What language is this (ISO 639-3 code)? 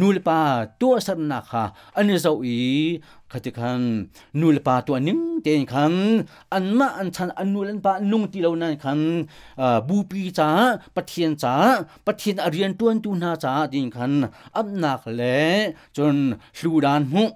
cnh